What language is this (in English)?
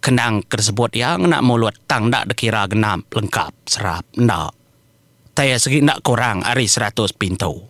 Iban